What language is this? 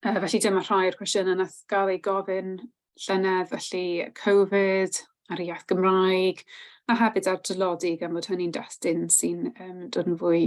Welsh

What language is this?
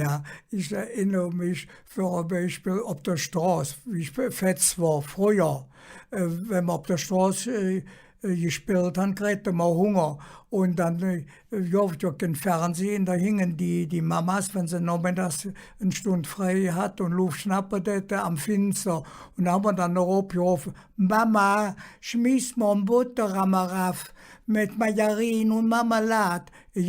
Colognian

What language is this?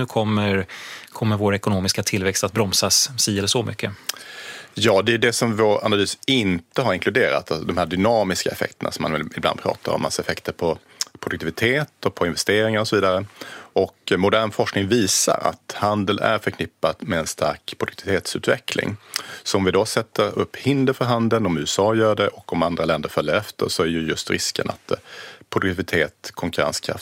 Swedish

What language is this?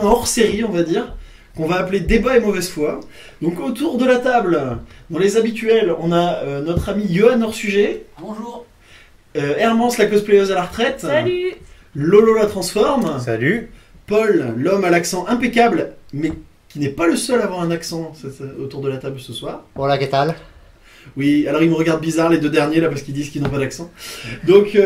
French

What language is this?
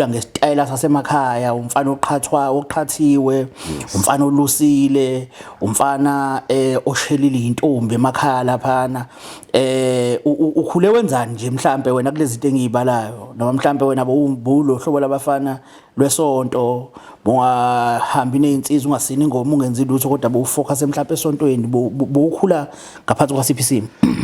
Zulu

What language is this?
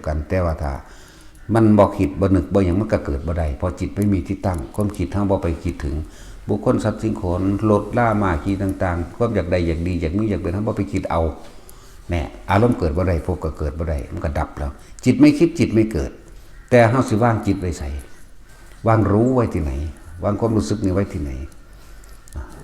Northeastern Thai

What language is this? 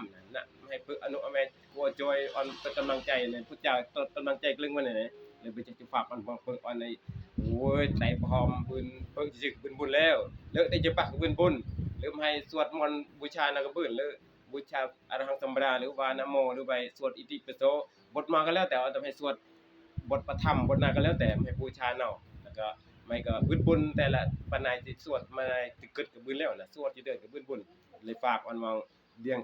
Northeastern Thai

